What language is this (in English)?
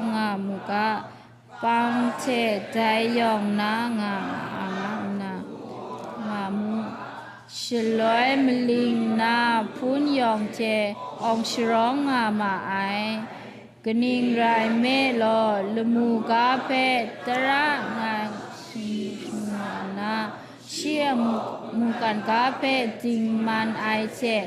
Kachin